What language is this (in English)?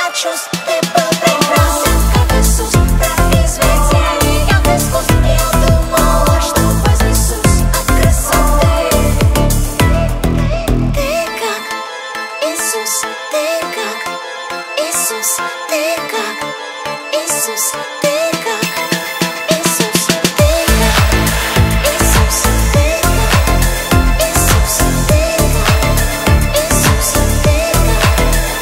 Russian